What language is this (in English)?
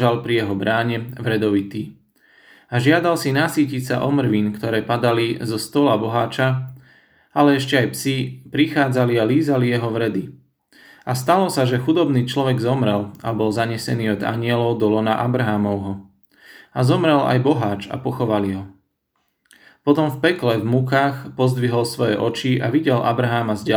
Slovak